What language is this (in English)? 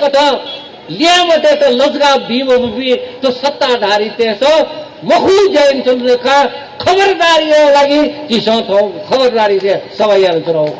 Newari